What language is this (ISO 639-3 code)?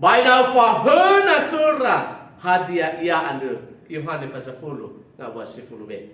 nia